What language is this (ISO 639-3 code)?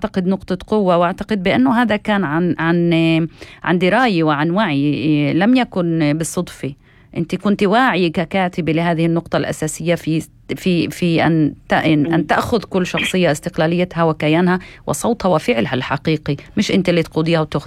apc